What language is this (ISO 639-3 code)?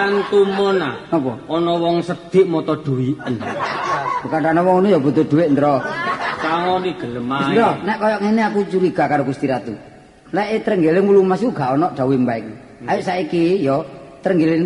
jav